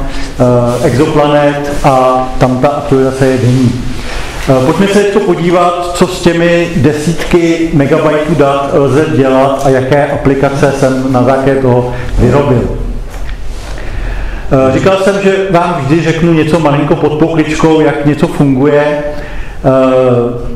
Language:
Czech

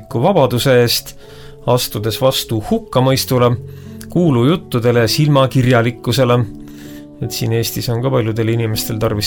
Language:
Estonian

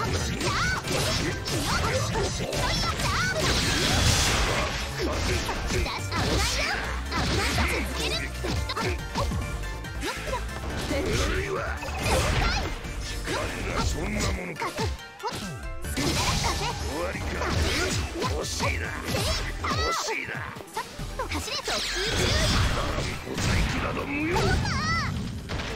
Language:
Japanese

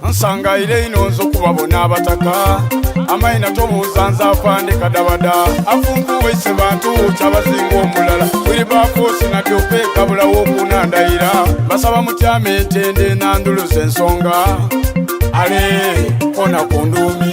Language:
Soga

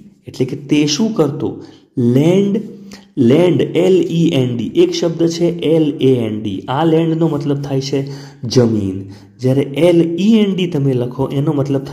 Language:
Gujarati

